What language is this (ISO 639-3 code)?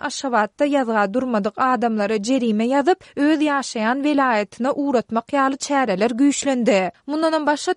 tuk